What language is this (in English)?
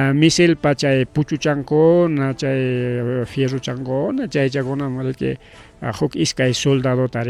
Ayacucho Quechua